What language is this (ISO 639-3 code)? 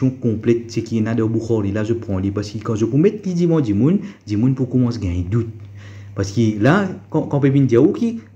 mfe